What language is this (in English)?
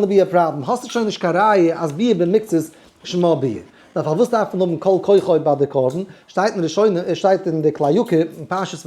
Yiddish